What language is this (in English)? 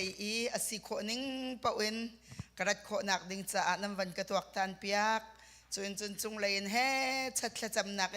Hakha Chin